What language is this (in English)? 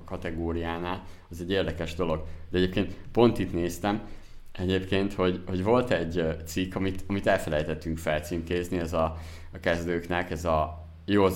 Hungarian